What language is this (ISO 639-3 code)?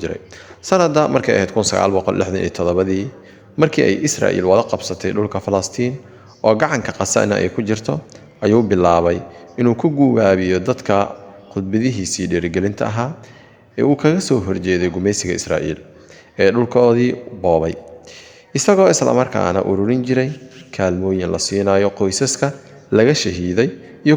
som